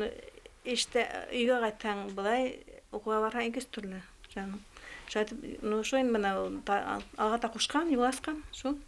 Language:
Bashkir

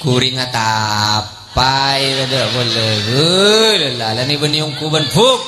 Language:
Madurese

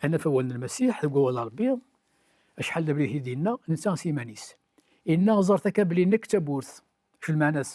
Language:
Kabyle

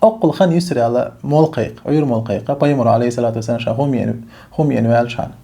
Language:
Chechen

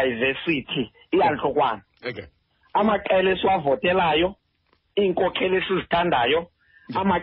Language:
Xhosa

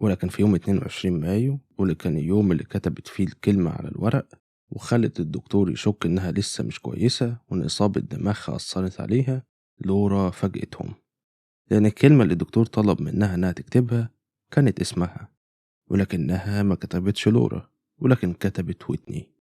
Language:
Egyptian Arabic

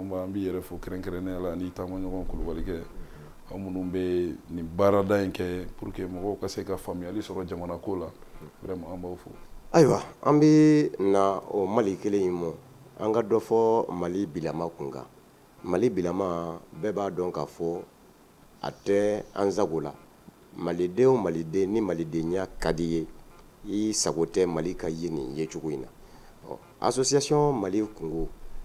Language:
Bambara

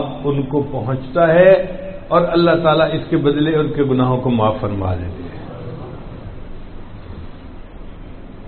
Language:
Urdu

